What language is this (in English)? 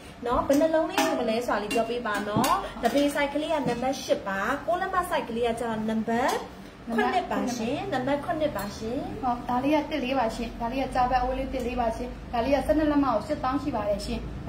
Burmese